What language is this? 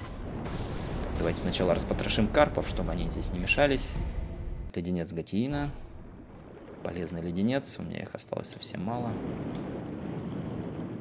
Russian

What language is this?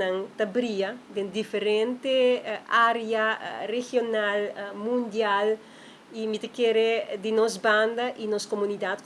Papiamento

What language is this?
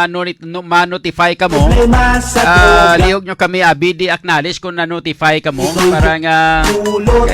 Hiligaynon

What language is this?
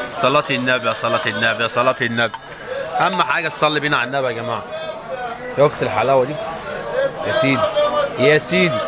Egyptian Arabic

